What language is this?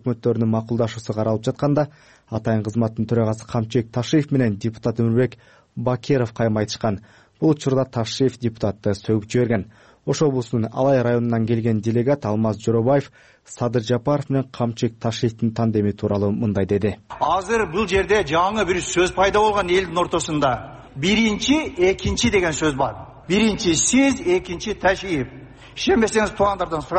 Kyrgyz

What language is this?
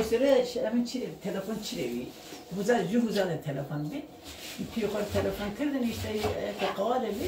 Zaza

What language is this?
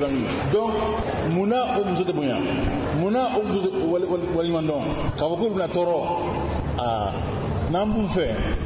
Bambara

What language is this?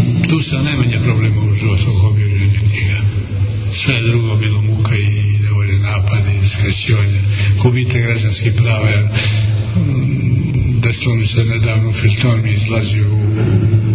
Serbian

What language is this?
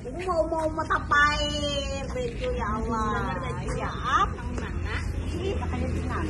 Banjar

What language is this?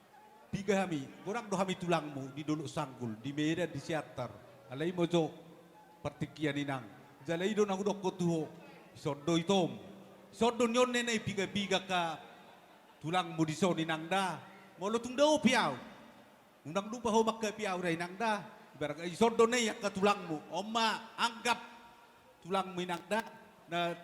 Batak Toba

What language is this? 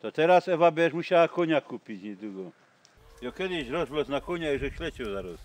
Silesian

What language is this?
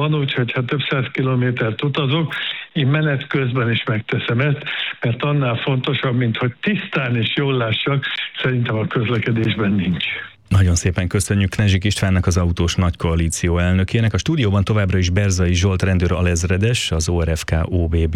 Hungarian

